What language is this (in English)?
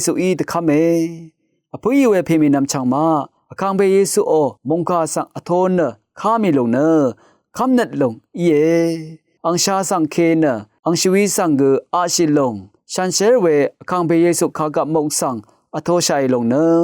Rawang